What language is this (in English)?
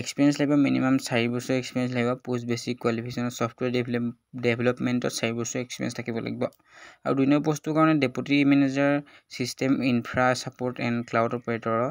Assamese